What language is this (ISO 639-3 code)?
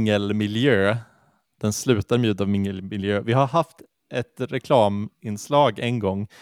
swe